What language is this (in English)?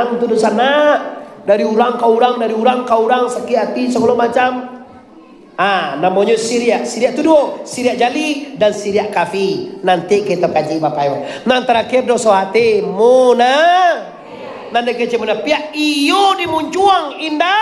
Minangkabau